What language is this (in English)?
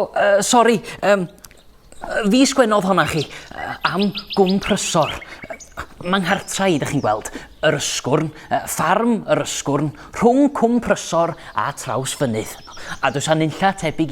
Welsh